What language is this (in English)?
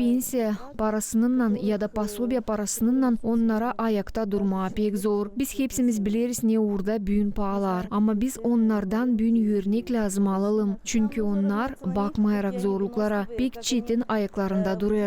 Gagauz